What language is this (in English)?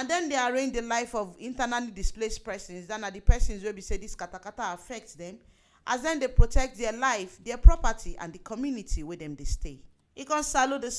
Nigerian Pidgin